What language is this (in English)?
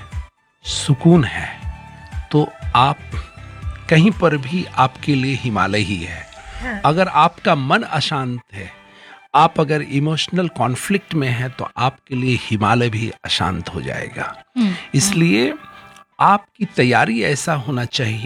Hindi